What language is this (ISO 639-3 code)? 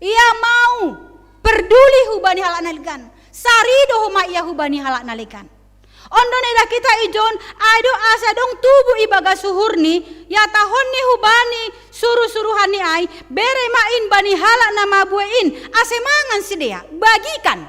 bts